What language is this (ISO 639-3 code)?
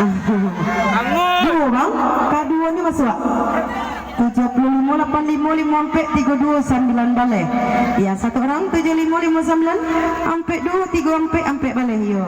min